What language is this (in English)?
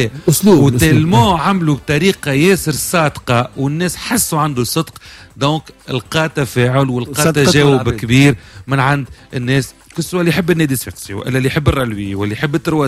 Tunisian Arabic